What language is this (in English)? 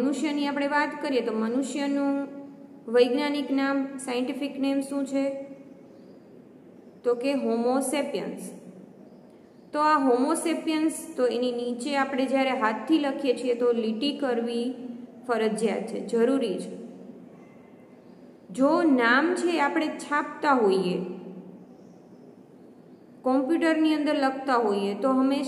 Gujarati